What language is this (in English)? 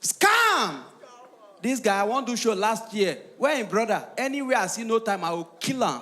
Nigerian Pidgin